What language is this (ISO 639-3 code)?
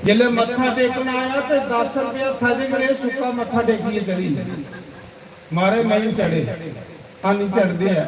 doi